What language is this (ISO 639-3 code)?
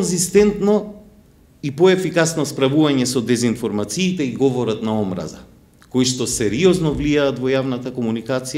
mkd